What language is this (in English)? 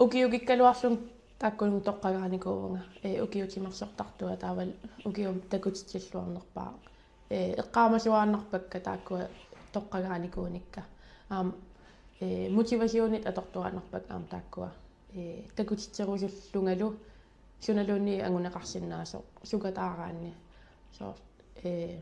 Kalaallisut